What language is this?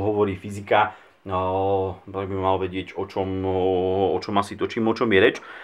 Slovak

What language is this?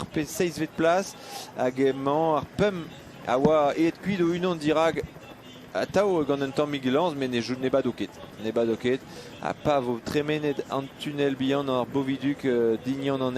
Breton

